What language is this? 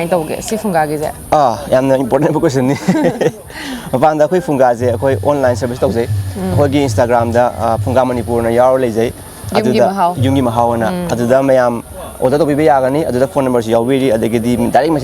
Manipuri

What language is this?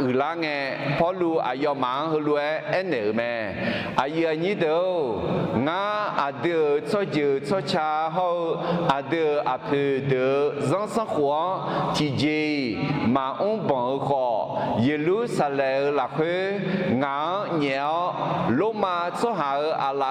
Akha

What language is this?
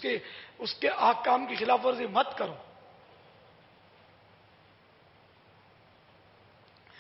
Urdu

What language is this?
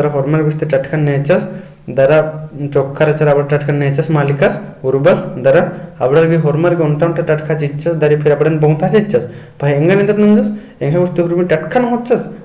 Kurukh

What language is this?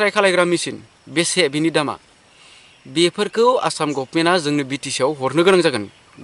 Bodo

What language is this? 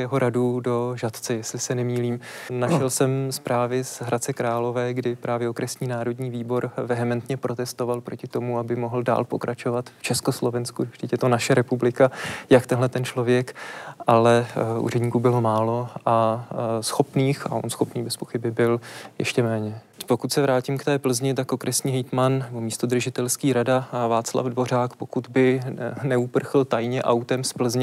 Czech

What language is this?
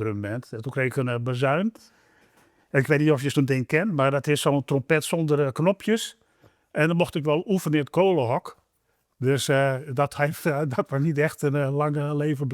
Western Frisian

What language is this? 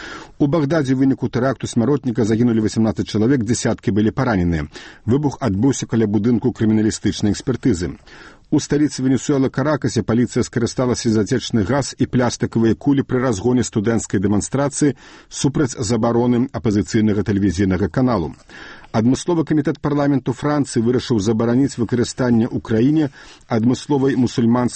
Belarusian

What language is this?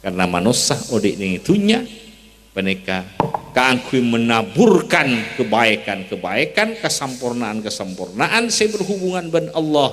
Madurese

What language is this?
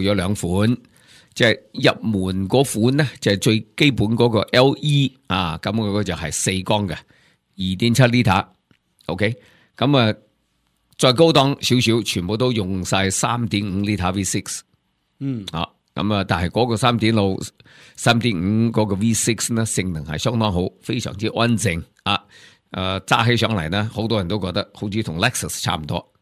Cantonese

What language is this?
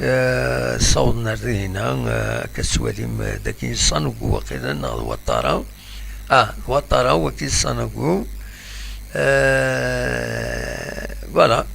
Kabyle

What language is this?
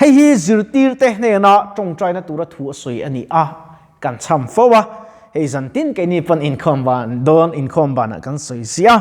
Mizo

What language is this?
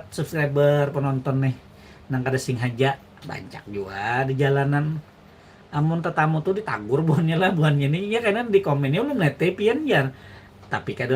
Banjar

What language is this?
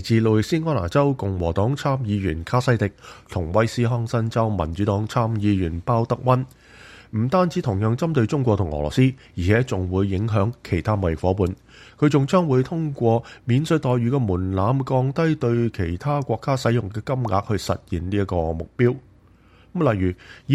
Cantonese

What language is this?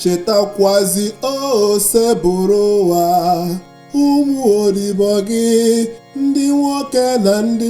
Igbo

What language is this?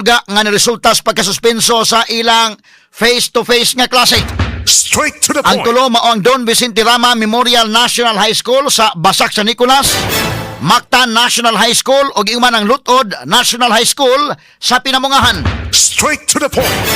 Cebuano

